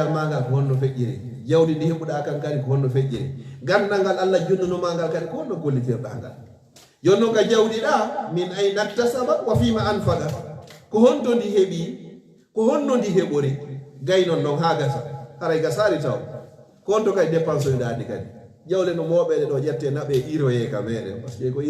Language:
Fula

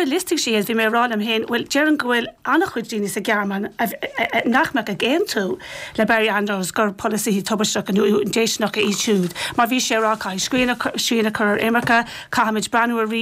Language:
Irish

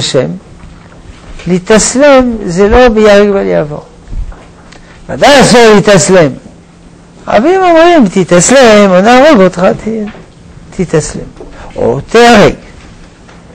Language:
Hebrew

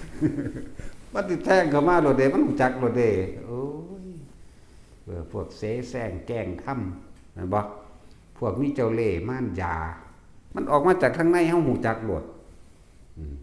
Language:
Northeastern Thai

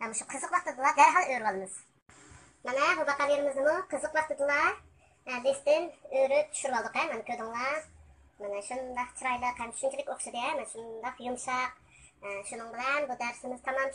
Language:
Uyghur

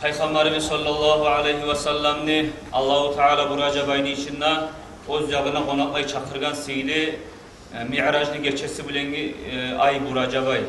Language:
Kumyk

